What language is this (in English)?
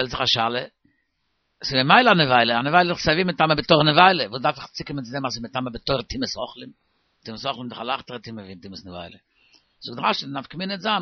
Yiddish